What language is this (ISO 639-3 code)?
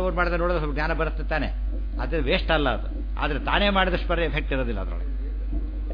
kan